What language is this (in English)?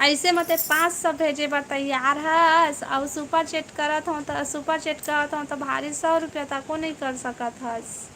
Chhattisgarhi